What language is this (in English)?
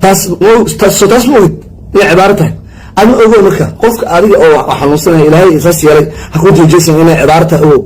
Somali